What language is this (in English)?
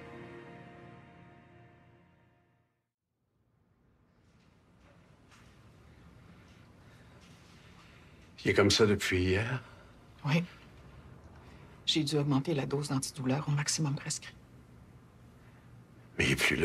French